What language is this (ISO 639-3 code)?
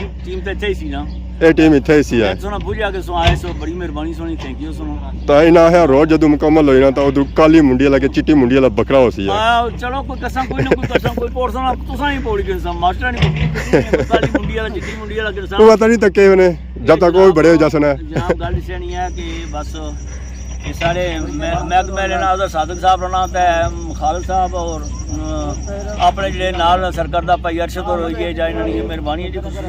phr